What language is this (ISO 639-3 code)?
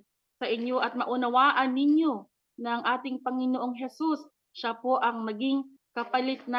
fil